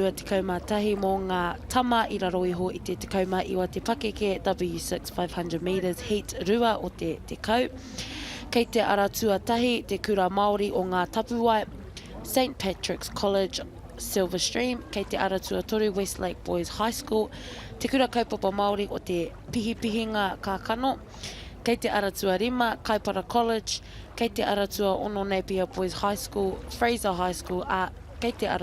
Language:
Māori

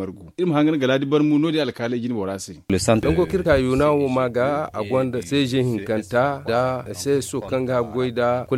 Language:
Zarma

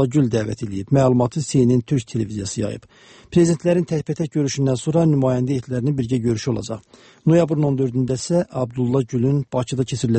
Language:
Azerbaijani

